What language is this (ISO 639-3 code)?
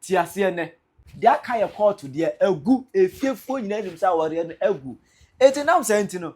aka